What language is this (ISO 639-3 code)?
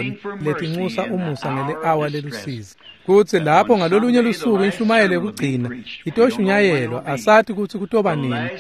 ssw